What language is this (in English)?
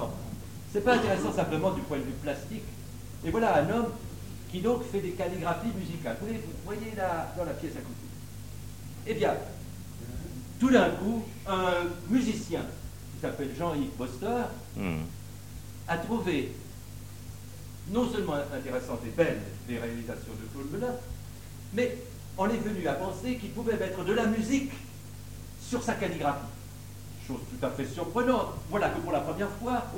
French